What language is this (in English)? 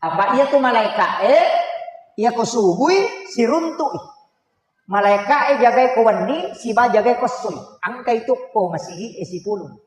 Buginese